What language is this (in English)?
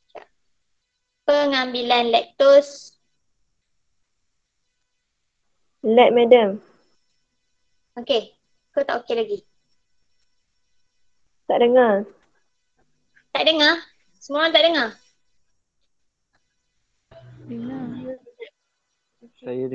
Malay